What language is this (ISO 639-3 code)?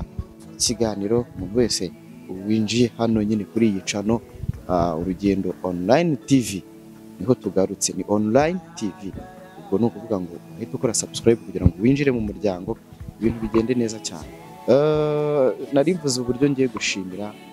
kin